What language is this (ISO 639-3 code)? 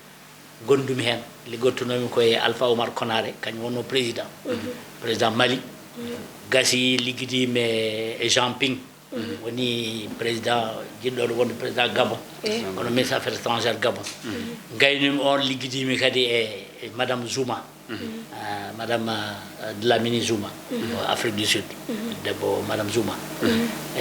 ful